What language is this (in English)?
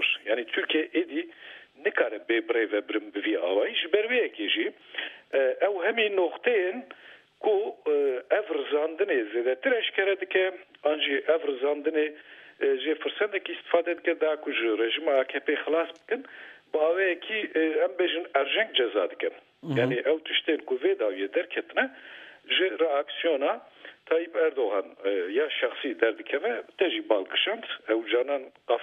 Kurdish